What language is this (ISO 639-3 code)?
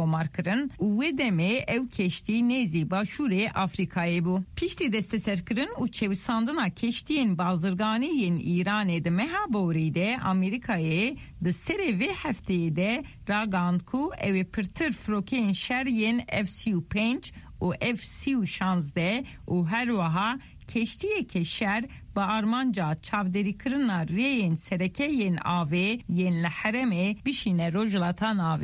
kur